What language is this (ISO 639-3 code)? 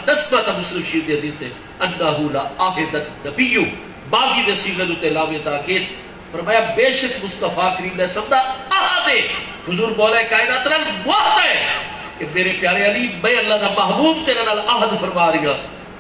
skr